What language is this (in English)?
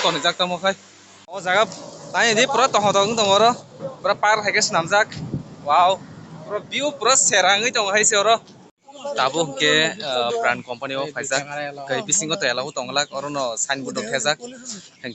Kok Borok